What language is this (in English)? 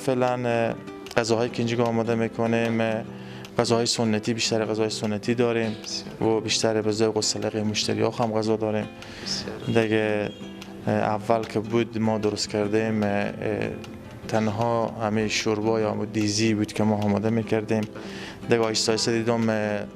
Persian